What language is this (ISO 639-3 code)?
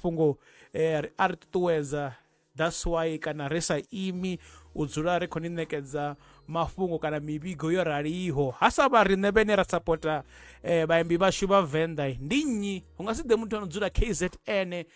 ven